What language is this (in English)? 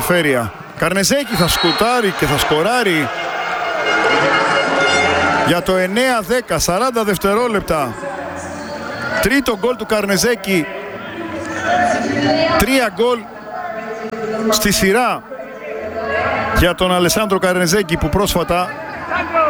Greek